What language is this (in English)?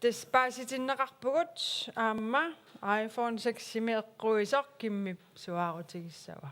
Kalaallisut